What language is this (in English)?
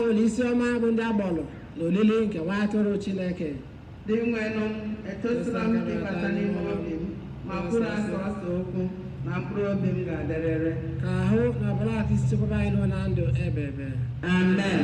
Igbo